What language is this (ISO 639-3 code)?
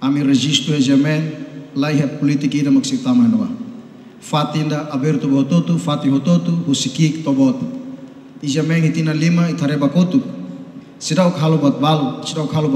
tet